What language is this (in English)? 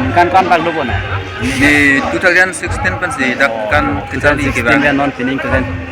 Karbi